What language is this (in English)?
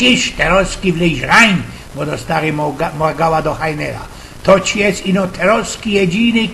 Silesian